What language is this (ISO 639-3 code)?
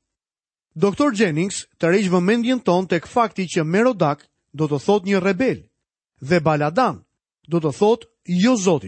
sqi